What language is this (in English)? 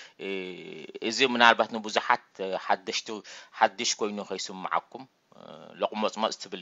Tigrinya